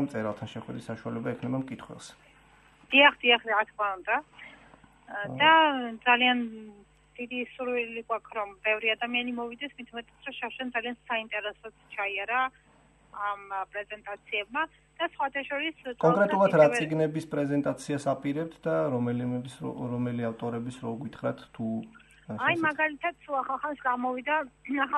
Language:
Georgian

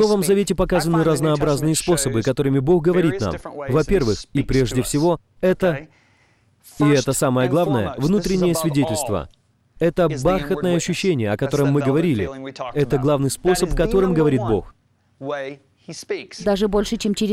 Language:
Russian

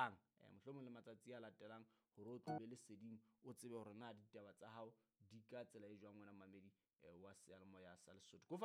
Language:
Southern Sotho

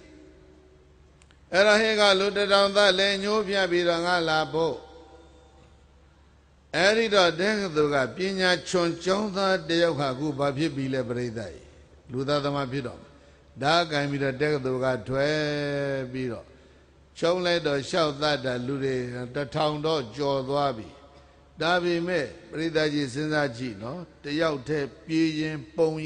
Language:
Burmese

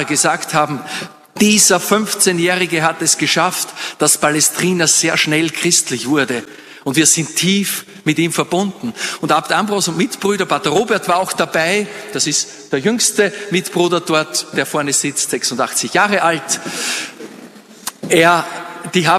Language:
German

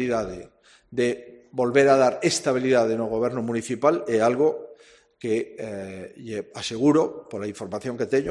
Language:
Galician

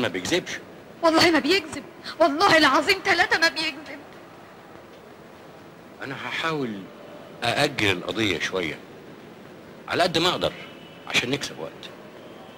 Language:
Egyptian Arabic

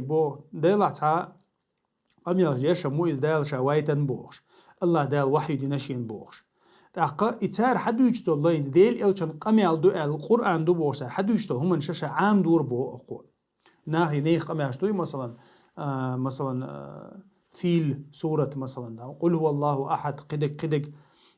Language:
Chechen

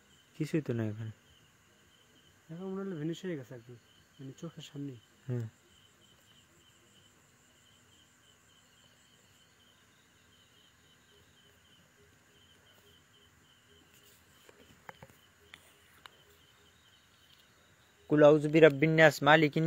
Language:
Bangla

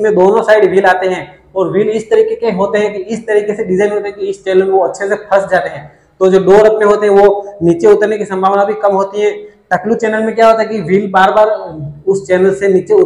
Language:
Hindi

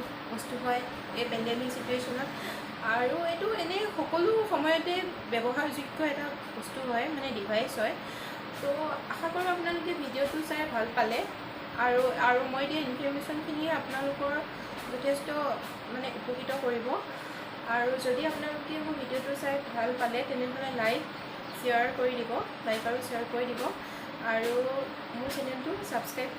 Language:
Assamese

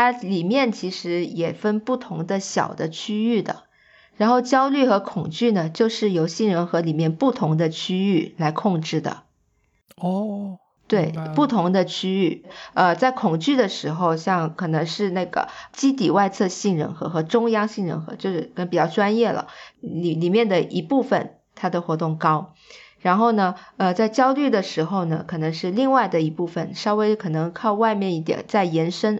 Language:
Chinese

